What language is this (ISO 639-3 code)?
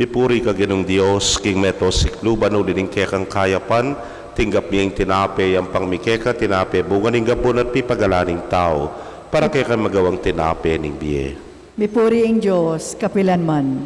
pam